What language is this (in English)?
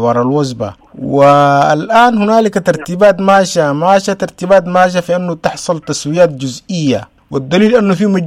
Sudanese Arabic